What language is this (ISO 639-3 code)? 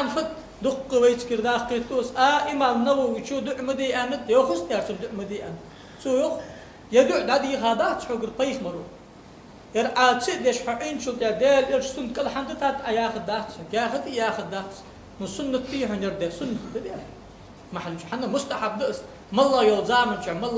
inh